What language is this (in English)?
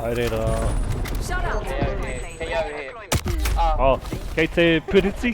Māori